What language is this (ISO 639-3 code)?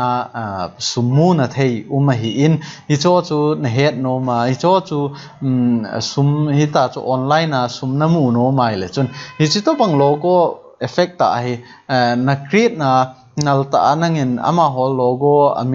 tcz